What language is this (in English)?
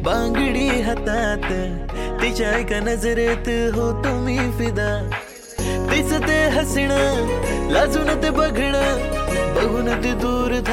Marathi